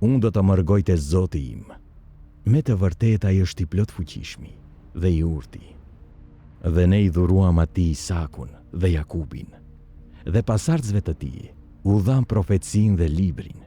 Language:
Albanian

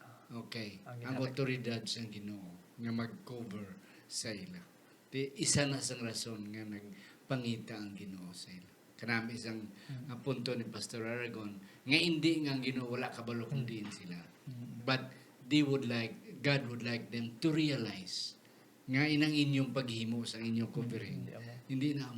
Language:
Hiligaynon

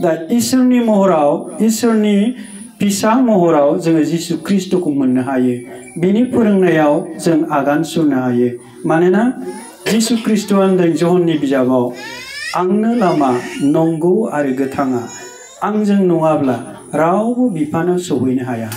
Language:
Bodo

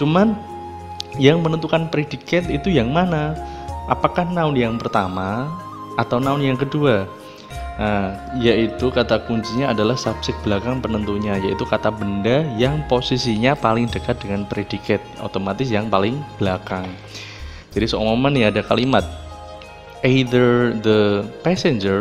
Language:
Indonesian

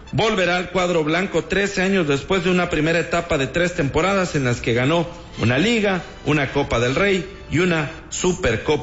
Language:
Spanish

